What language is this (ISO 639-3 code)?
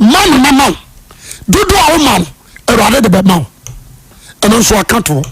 aka